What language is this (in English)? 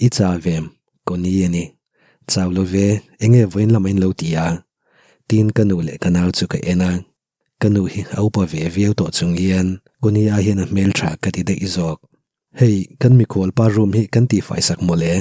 Mizo